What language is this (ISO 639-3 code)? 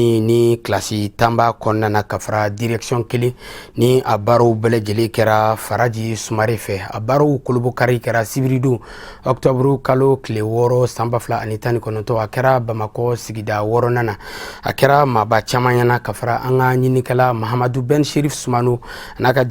bam